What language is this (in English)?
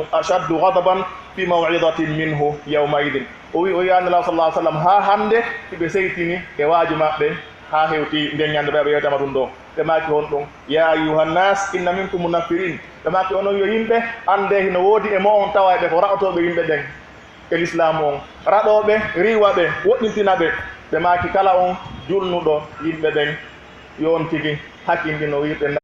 Pular